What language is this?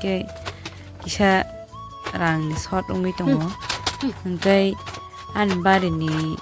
Kok Borok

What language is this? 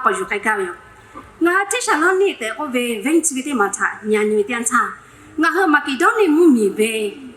Lahu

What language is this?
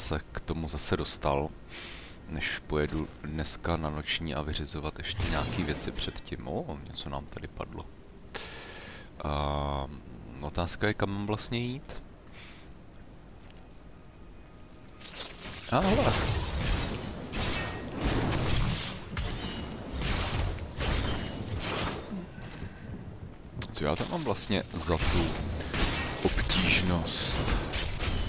Czech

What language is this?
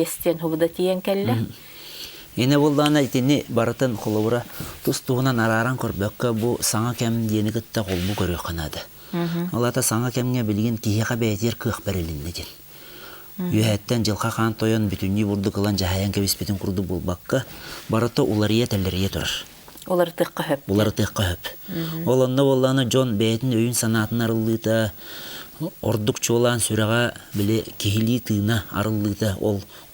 Yakut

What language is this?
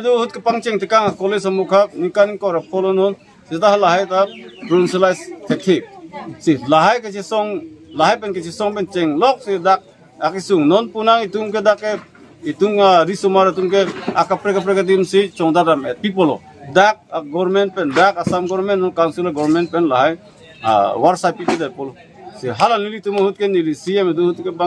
Karbi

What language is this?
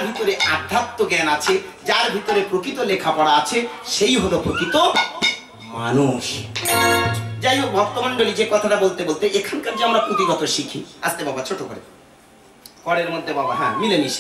Bangla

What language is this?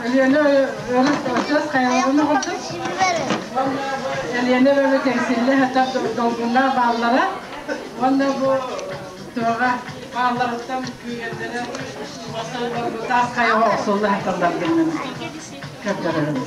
Yakut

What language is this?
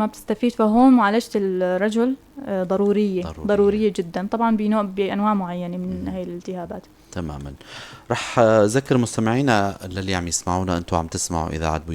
North Levantine Arabic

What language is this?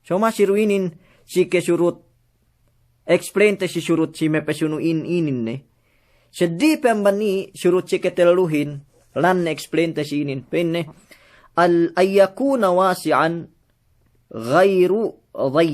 Yakan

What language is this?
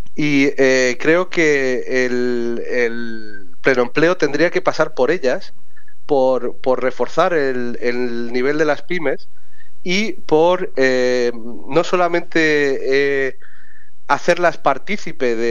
Spanish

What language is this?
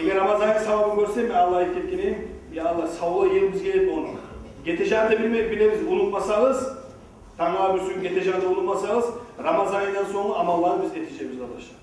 Kumyk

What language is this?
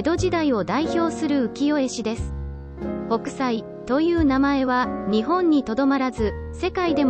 Japanese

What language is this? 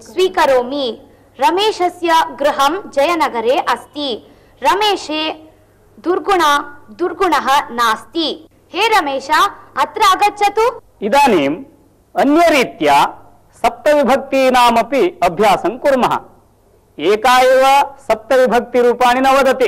Sanskrit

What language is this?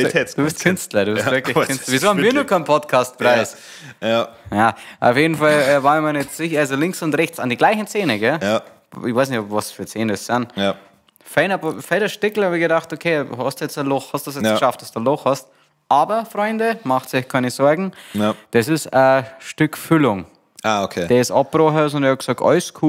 Bavarian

